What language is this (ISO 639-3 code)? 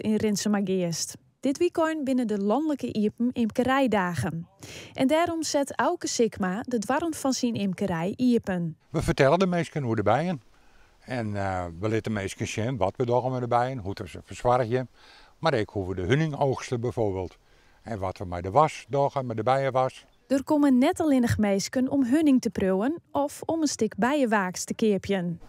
fry